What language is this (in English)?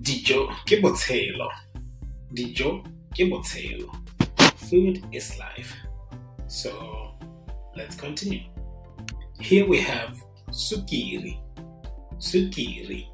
Tswana